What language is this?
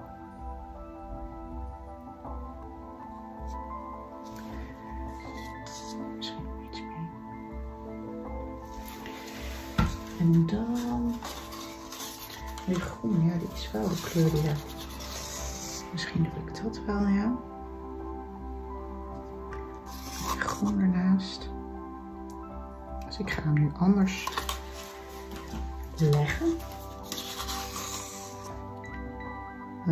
Dutch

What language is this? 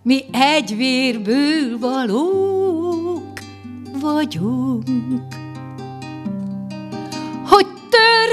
Hungarian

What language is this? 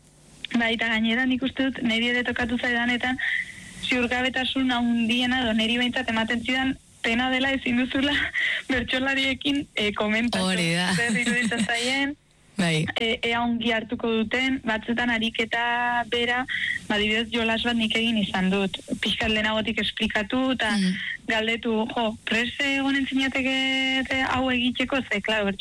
Basque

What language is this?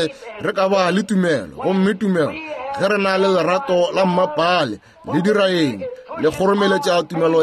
Northern Sotho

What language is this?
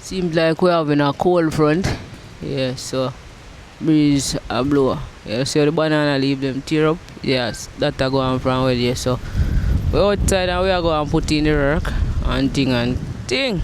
Jamaican Creole English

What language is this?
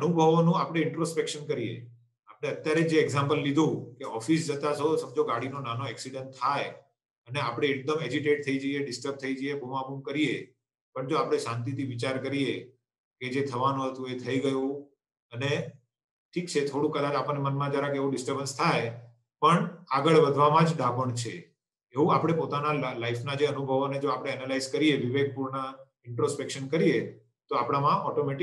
Gujarati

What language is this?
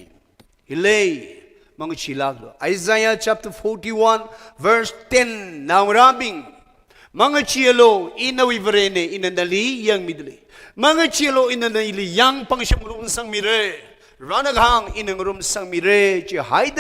Tangkhul Naga (India)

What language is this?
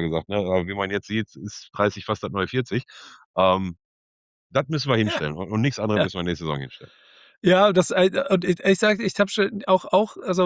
German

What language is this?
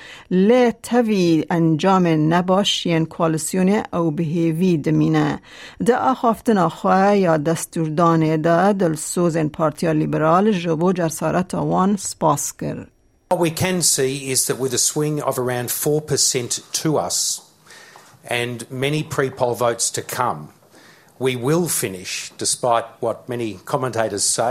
Kurdish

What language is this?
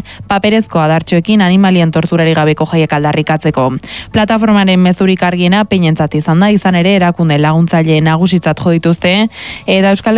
Basque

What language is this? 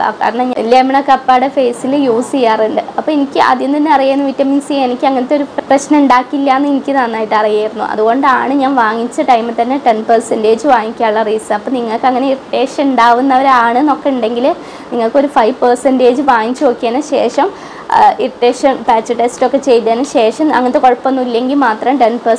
Malayalam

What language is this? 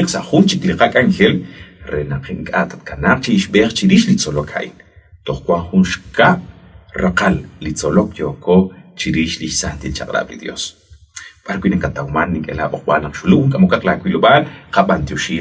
Kekchí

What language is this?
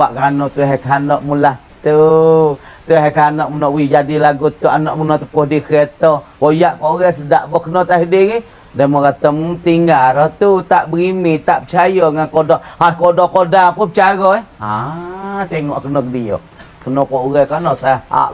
Pattani Malay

